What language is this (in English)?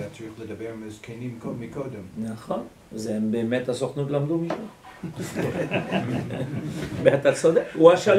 Hebrew